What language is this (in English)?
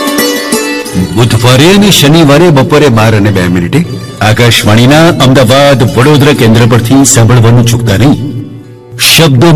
Gujarati